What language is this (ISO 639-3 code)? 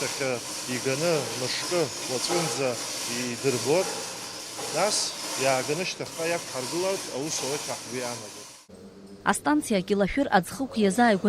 abk